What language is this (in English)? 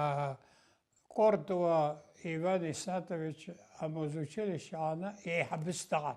Abkhazian